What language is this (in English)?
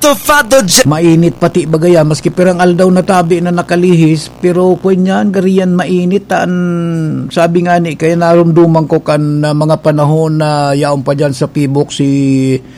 Bikol